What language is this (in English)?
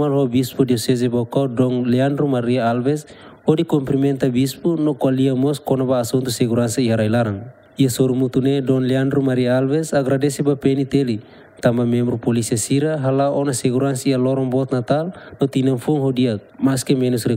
Tetum